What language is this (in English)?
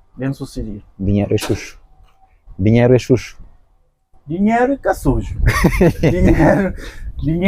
Kabuverdianu